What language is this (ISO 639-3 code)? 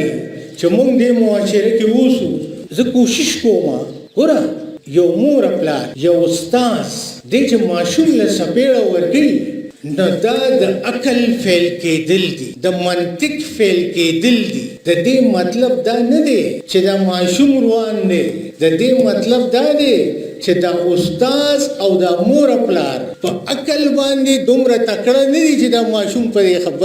pus